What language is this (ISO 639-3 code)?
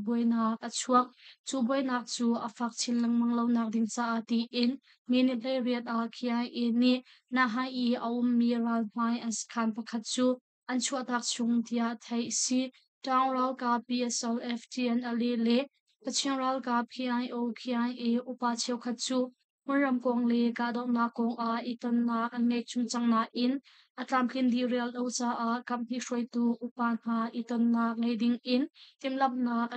cnh